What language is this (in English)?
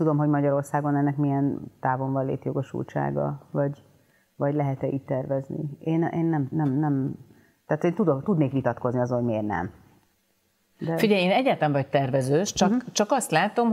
Hungarian